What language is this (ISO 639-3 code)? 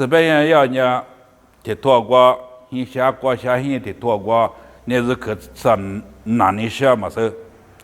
lis